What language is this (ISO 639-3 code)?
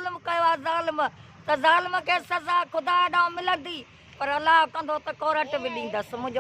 snd